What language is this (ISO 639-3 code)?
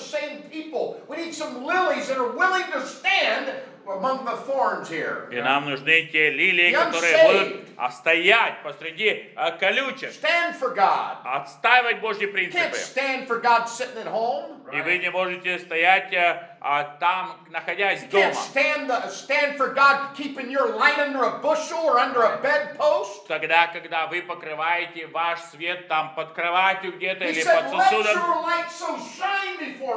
rus